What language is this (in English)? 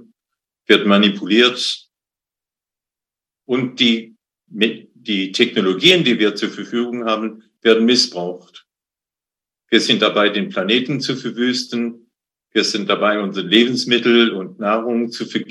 German